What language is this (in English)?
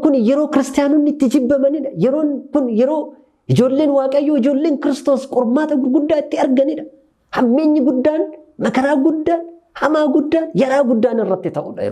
Oromo